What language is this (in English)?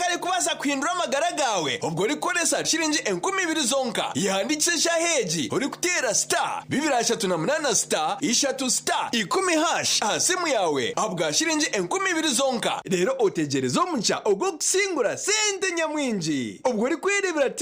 Nyankole